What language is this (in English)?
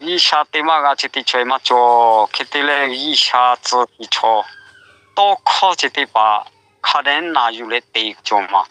Lahu